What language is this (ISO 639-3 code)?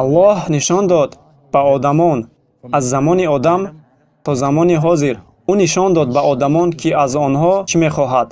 tgk